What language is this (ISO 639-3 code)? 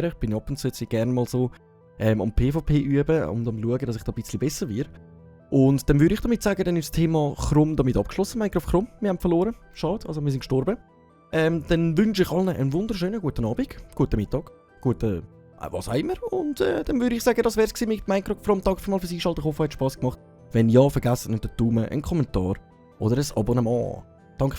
gsw